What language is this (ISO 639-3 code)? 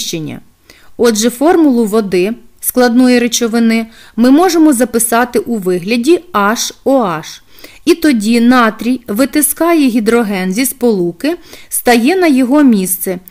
ukr